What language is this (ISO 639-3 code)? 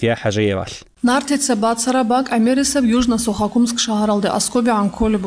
ava